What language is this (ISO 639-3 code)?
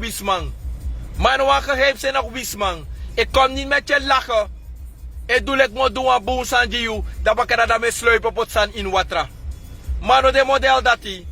srn